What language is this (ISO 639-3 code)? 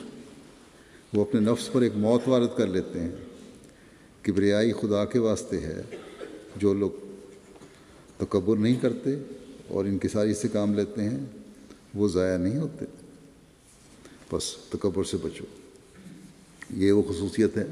urd